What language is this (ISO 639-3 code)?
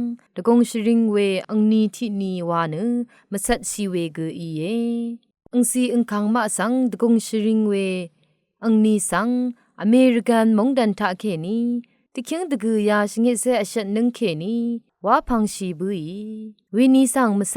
raw